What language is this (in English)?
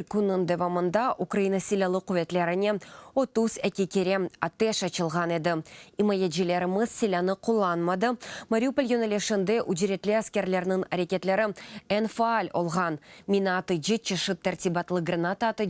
Crimean Tatar